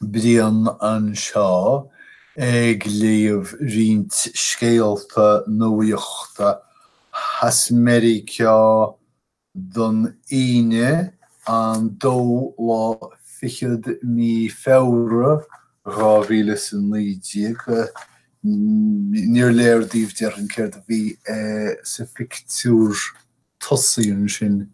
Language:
Irish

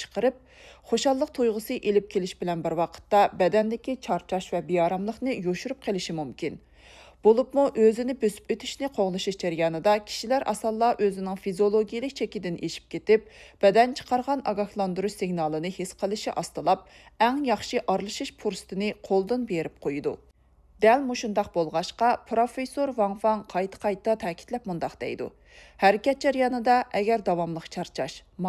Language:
Uyghur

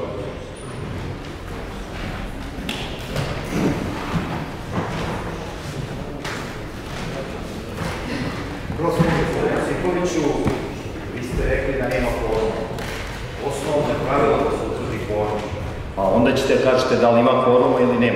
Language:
Serbian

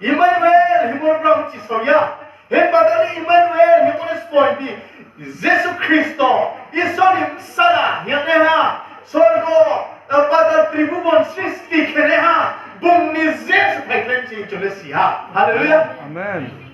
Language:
Riang (India)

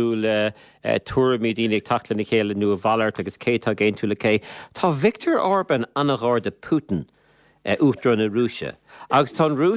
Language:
Irish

